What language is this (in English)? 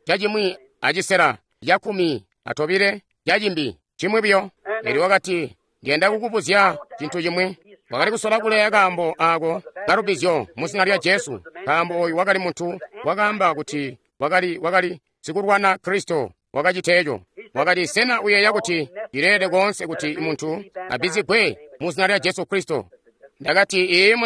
Tonga (Zambia)